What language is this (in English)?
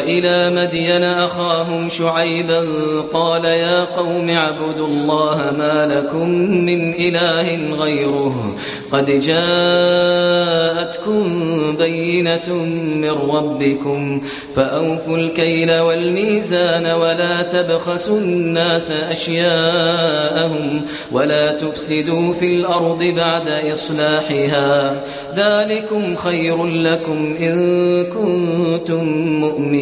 Kashmiri